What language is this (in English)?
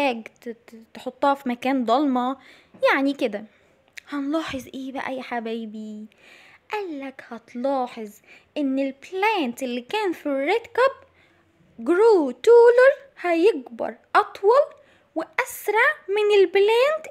Egyptian Arabic